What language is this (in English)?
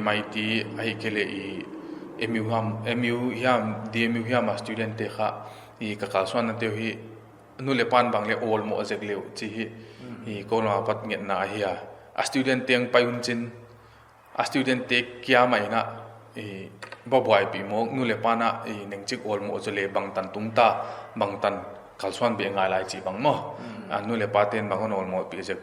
Paite Chin